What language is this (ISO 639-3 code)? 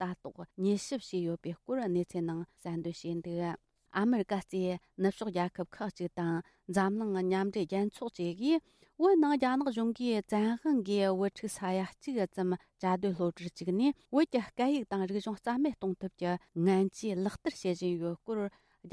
bod